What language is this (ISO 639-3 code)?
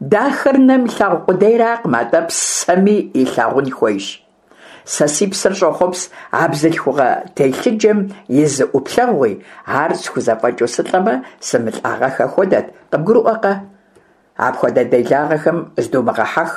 kbd